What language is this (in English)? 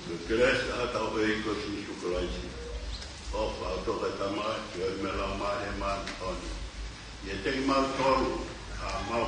Tongan